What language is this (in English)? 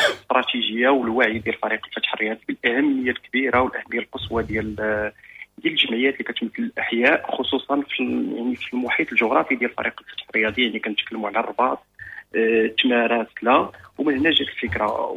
Moroccan Arabic